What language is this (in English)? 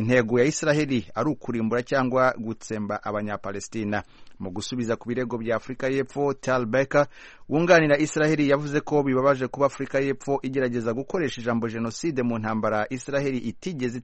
Kinyarwanda